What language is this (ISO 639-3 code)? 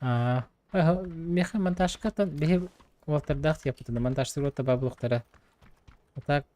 sah